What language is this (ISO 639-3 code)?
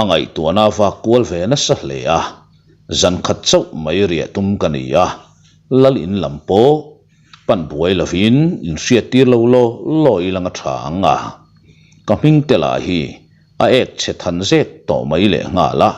lus